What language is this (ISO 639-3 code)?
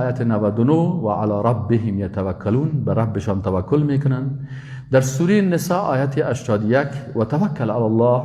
fas